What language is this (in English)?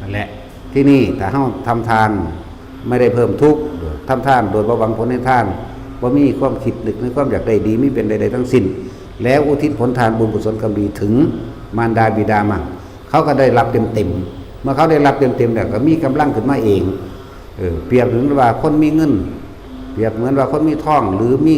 Lao